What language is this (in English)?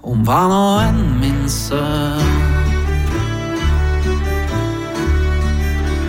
Norwegian